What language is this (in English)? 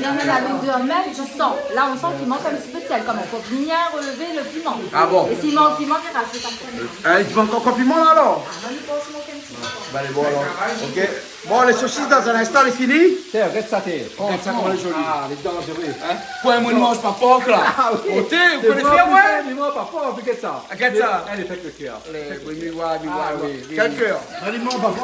Réunion Creole French